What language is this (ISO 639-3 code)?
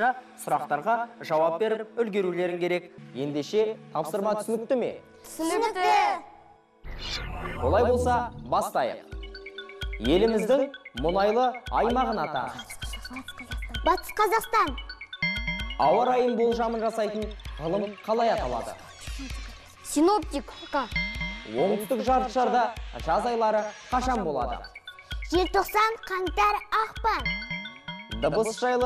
kaz